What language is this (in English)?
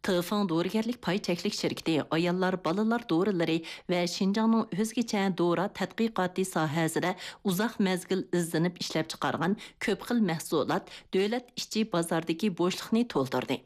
Uyghur